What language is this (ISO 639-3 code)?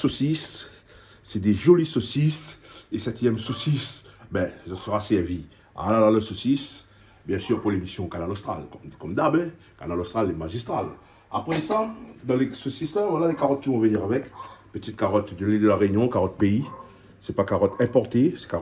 rcf